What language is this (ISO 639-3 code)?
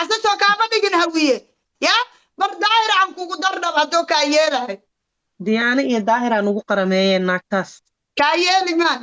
som